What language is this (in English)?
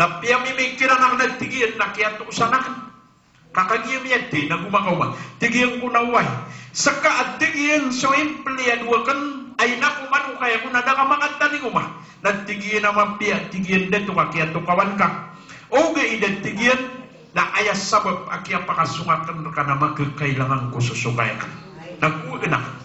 Maranao